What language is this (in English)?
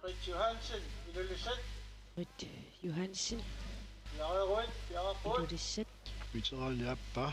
Kalaallisut